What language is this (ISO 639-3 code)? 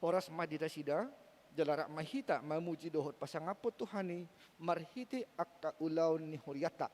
bbc